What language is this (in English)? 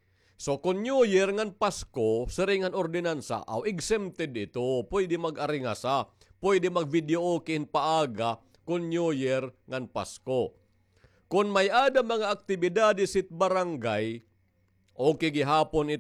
Waray